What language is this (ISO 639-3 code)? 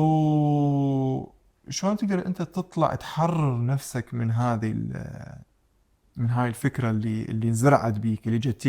acm